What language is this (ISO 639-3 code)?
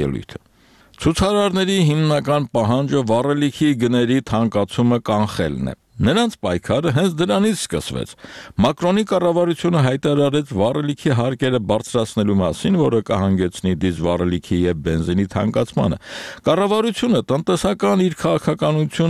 hye